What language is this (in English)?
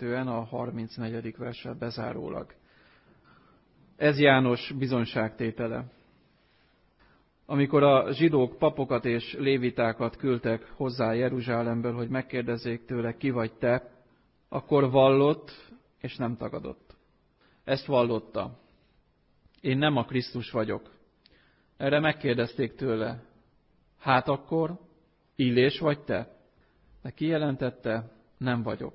Hungarian